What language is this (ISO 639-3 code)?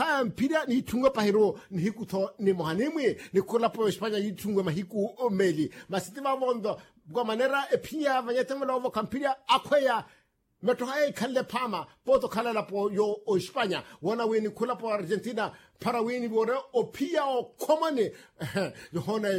vmw